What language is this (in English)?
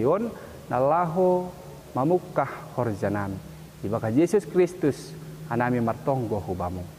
Batak Simalungun